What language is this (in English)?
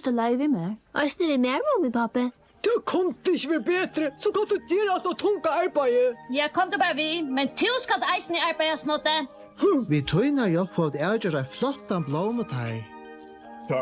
Faroese